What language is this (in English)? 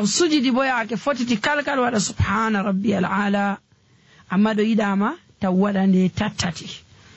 Nigerian Fulfulde